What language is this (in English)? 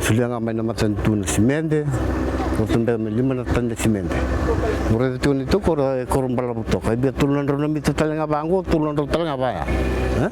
Fijian